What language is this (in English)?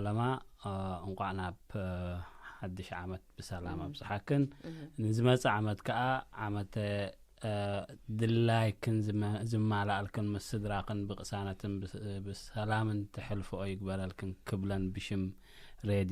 Tigrinya